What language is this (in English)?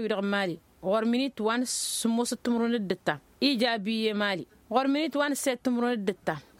Tamasheq